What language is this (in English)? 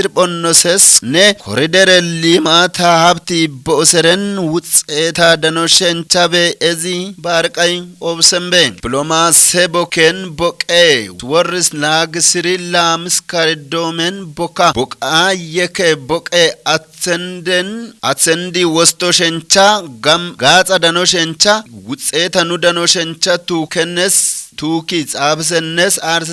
Kafa